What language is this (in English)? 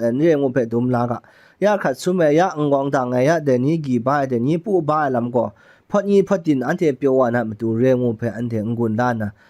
Kachin